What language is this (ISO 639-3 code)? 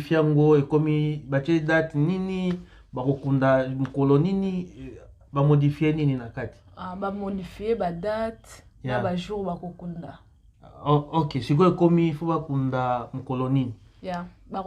lin